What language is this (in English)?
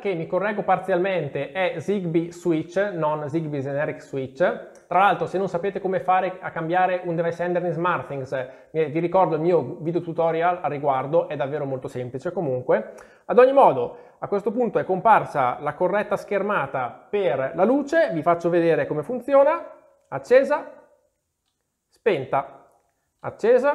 Italian